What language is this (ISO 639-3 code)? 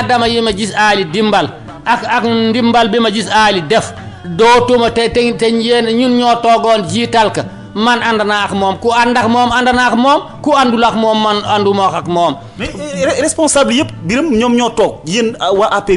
wol